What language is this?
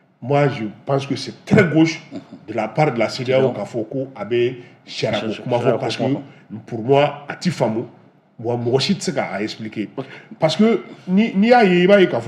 Bambara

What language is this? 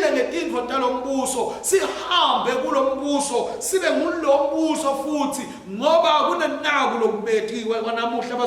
Swati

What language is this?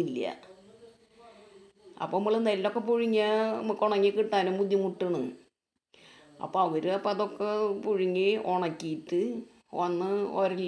Malayalam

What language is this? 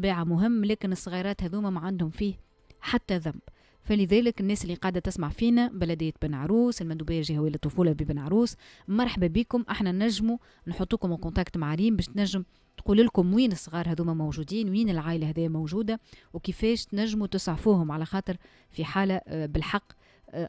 Tunisian Arabic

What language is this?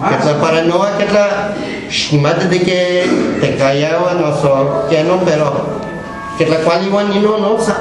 Guerrero Nahuatl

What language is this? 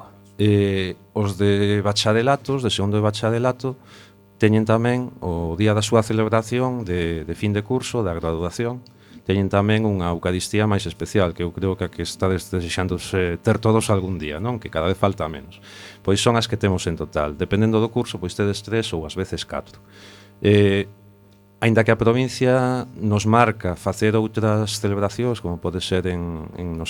Galician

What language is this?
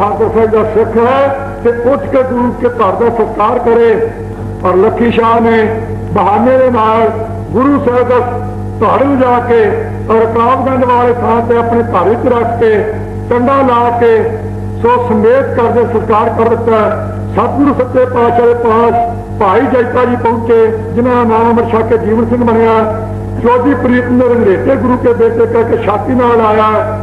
Punjabi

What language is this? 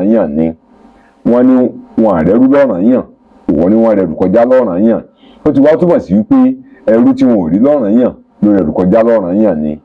Yoruba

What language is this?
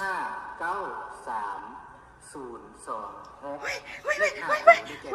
Lao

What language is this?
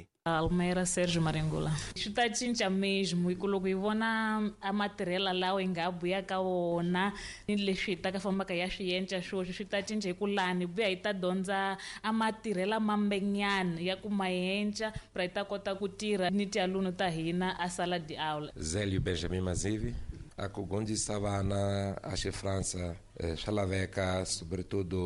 Tsonga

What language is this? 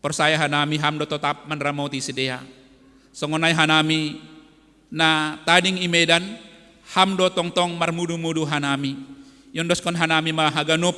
Batak Simalungun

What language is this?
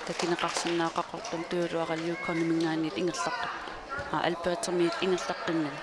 Kalaallisut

